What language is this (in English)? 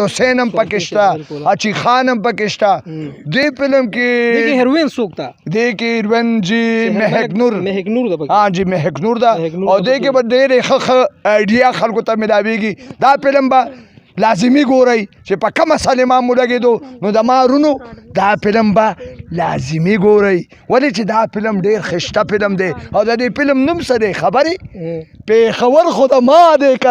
Pashto